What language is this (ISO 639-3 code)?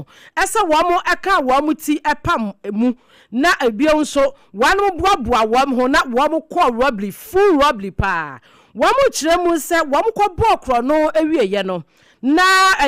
aka